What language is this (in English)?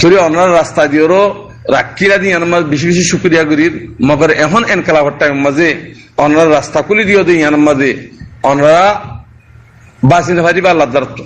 Rohingya